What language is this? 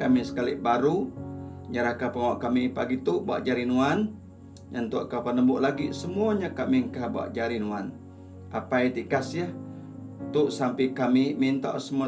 Iban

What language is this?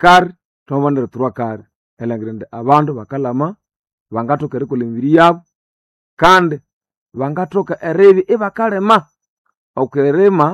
Nande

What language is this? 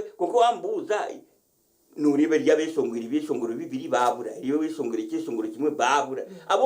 Nyankole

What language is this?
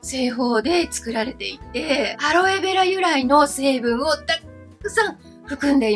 Japanese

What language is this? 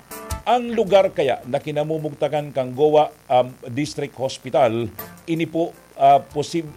Bikol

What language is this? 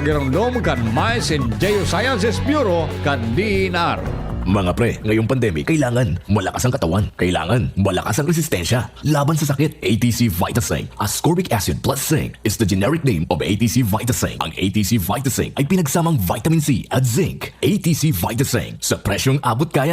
Bikol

